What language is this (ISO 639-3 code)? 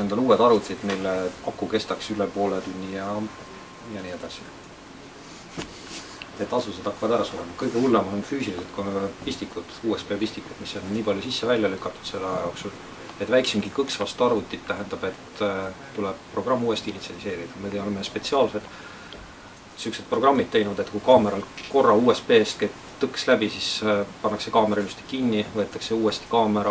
est